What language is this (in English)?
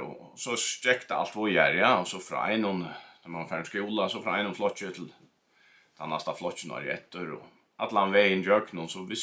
Faroese